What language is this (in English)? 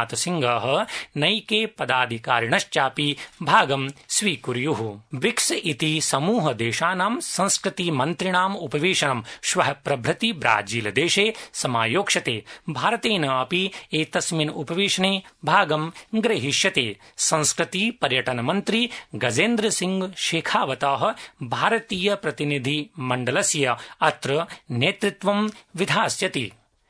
Sanskrit